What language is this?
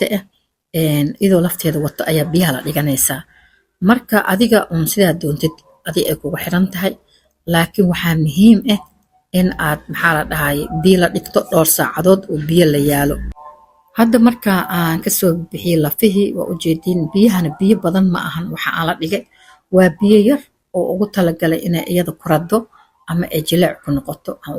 Somali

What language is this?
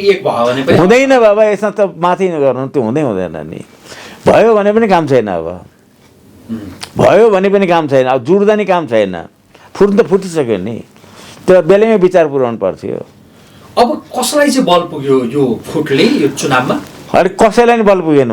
Nepali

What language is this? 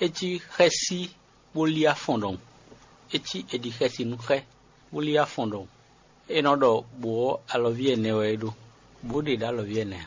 Fon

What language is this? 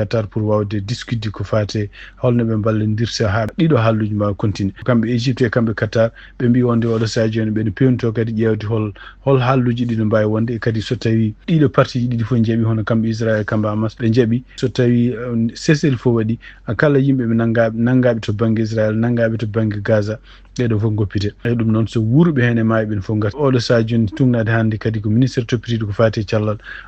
Fula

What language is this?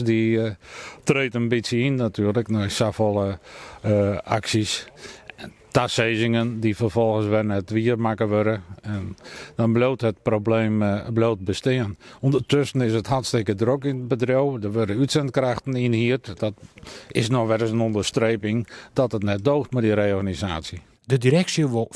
Western Frisian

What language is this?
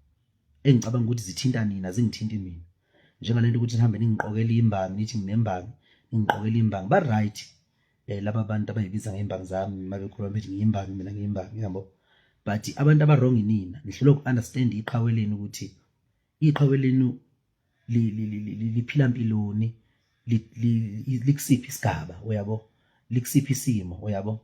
Zulu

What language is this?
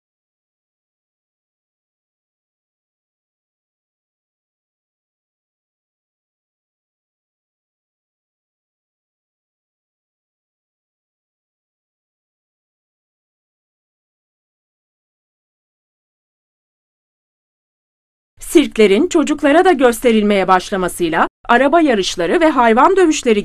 Turkish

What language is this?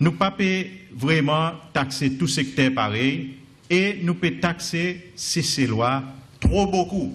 Seselwa Creole French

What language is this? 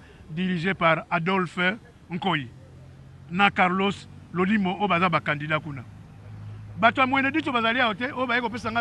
Lingala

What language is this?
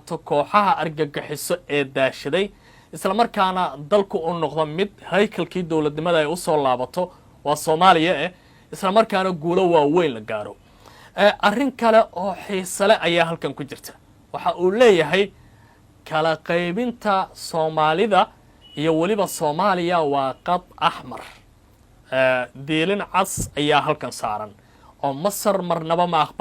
Somali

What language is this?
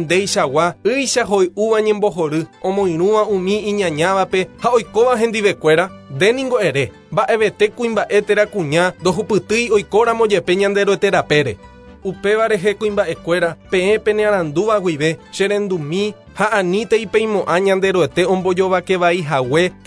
Guarani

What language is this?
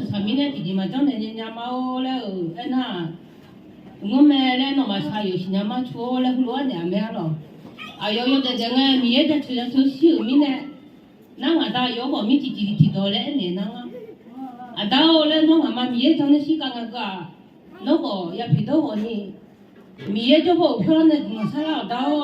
Akha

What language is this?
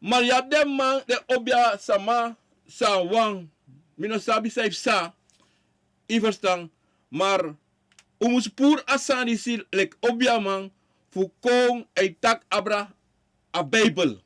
Sranan Tongo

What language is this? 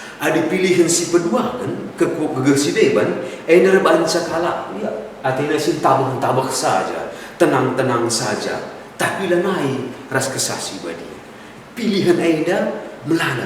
Batak Karo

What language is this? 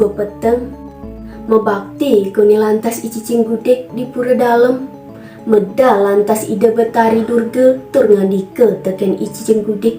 Balinese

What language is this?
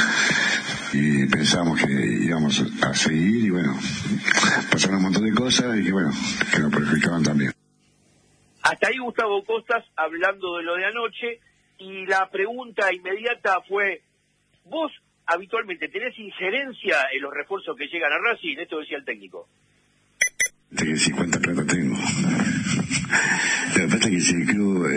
Spanish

